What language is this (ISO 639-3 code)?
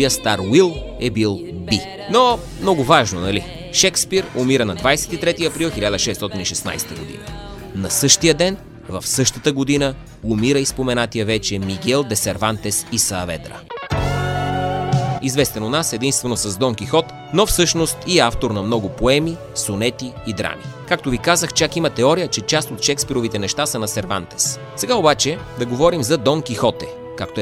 bul